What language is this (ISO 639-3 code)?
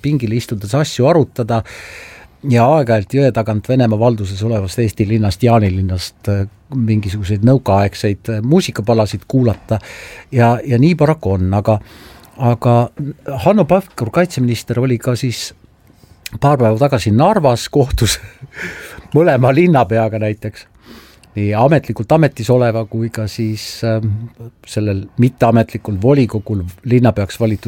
est